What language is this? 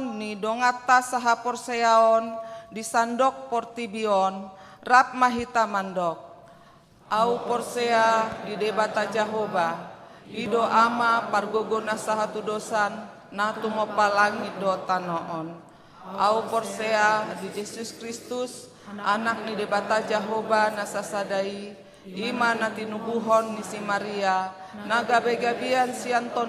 Batak Toba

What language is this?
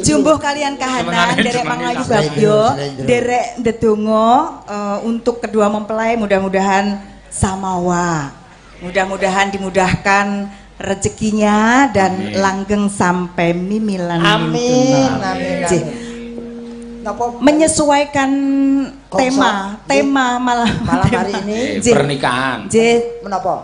Javanese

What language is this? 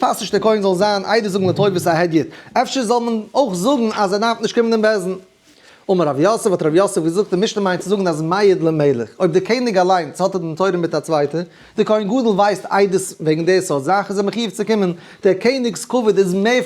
Yiddish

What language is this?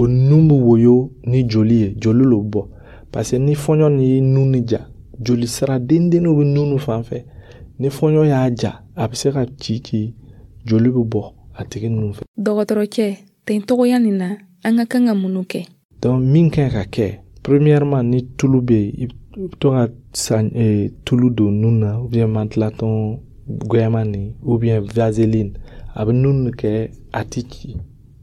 Dyula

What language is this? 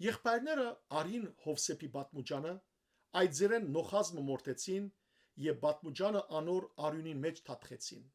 Western Armenian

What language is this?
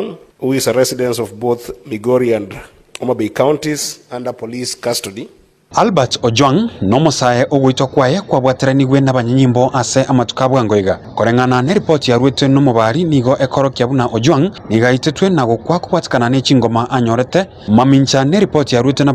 Gusii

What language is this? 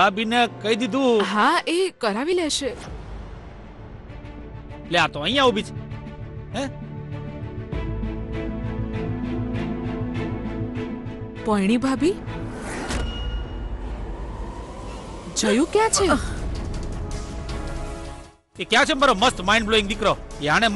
Gujarati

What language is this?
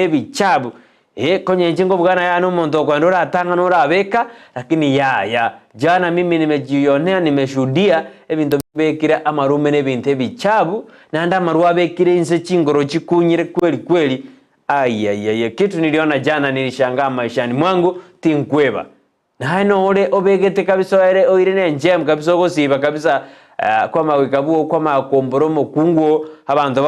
Gusii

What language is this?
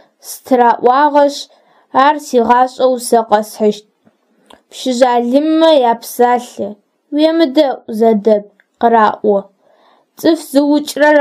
Adyghe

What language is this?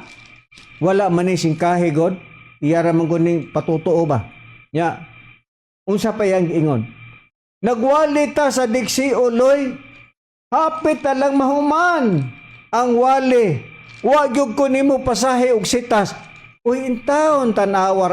Cebuano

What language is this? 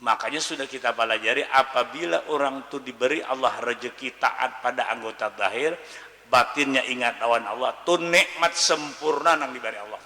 Banjar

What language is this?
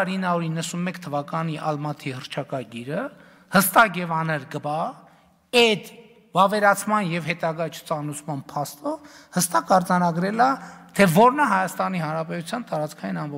Armenian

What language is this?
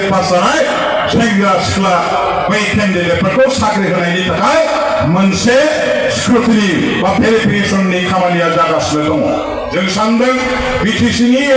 Bodo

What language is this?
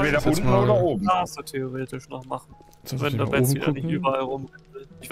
German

